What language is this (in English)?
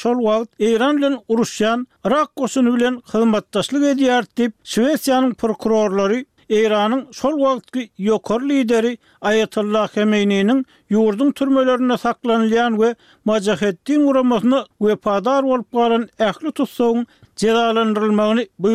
Turkmen